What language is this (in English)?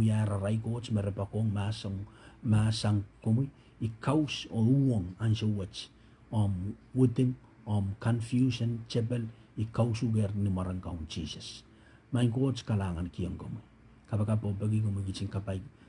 Pohnpeian